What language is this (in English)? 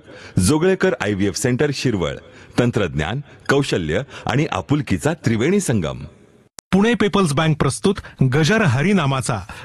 Marathi